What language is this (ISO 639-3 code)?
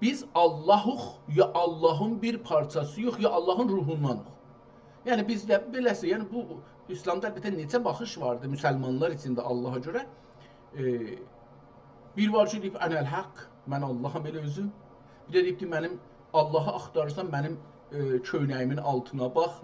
azb